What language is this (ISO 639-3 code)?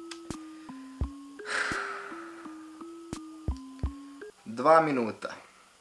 srp